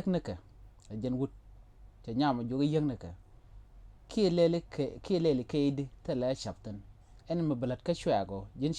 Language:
Nuer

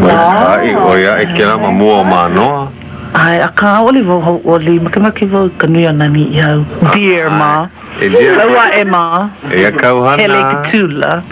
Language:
Hawaiian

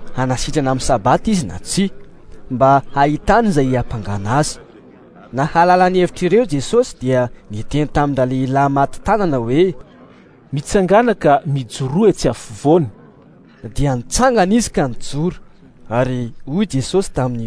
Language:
Malagasy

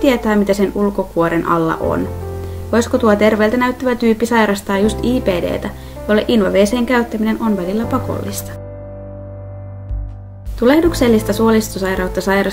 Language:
Finnish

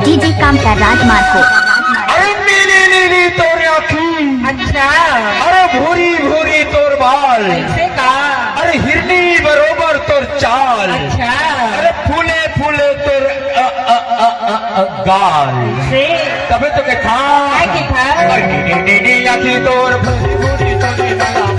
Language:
Chhattisgarhi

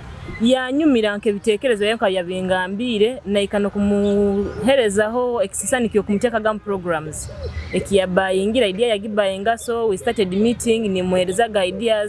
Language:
Nyoro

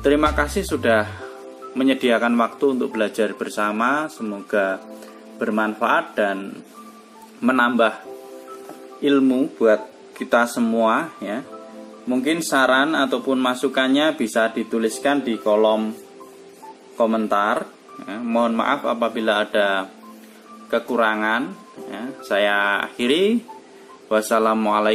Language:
Indonesian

